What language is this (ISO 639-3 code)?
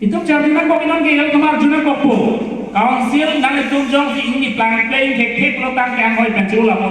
mjw